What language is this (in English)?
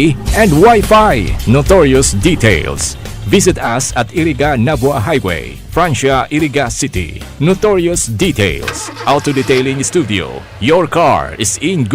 Bikol